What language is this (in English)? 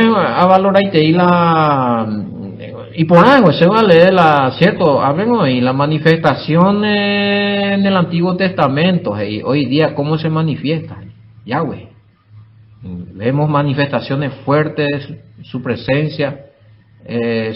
Guarani